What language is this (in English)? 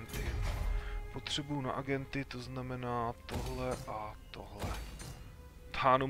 Czech